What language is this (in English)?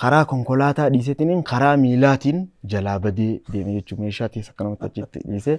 Oromo